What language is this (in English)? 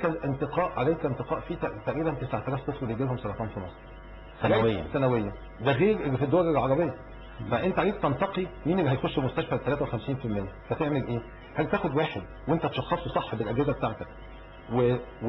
Egyptian Arabic